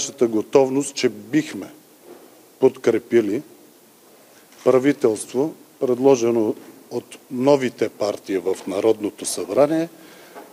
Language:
Bulgarian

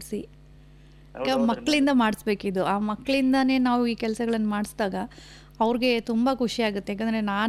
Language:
Kannada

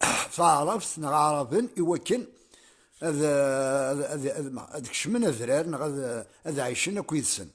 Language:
Kabyle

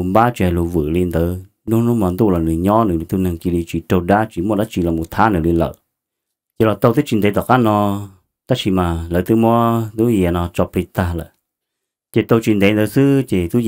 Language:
Hmong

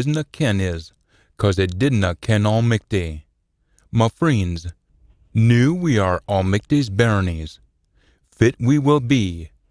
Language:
Scots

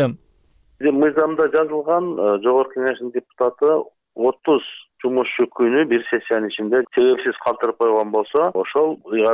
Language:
Kyrgyz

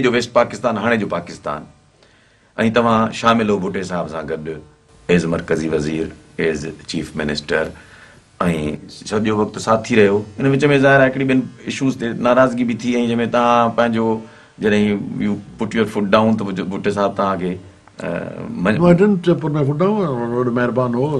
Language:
Sindhi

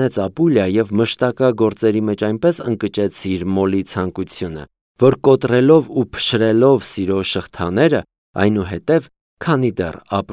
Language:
Armenian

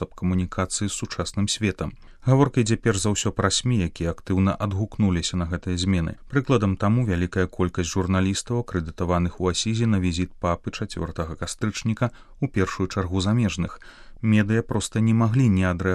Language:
Belarusian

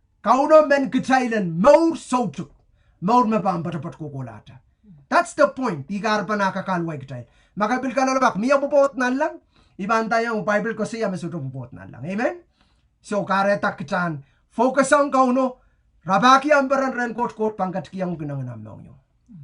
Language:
Pohnpeian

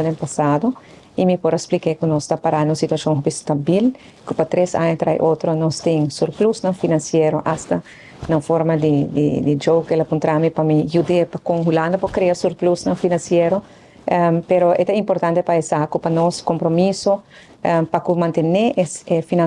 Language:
Papiamento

